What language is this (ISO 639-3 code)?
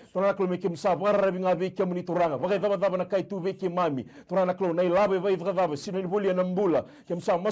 fij